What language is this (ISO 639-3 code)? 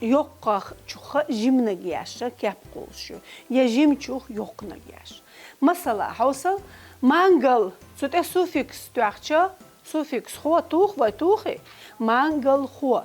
che